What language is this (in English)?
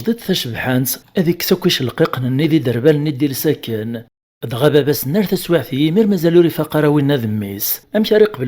Kabyle